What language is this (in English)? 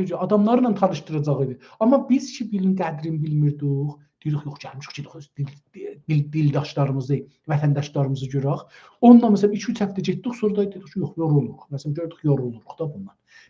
South Azerbaijani